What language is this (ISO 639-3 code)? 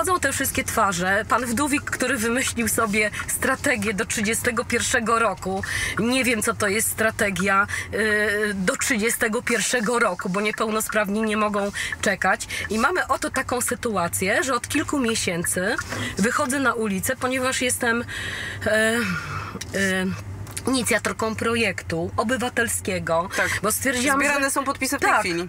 pol